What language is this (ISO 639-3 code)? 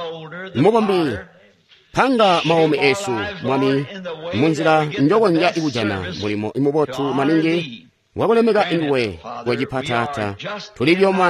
toi